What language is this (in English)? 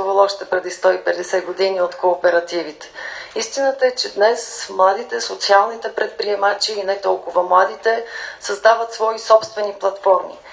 Bulgarian